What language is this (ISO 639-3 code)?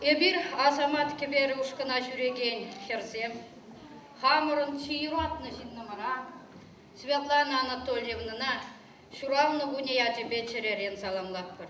chv